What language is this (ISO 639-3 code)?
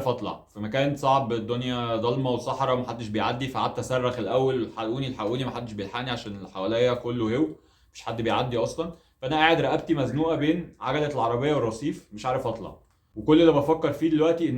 arz